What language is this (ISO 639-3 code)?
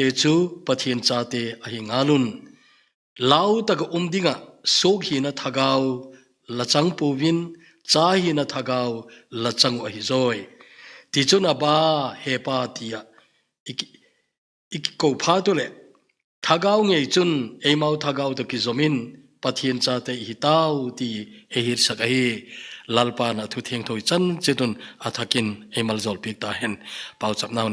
tcz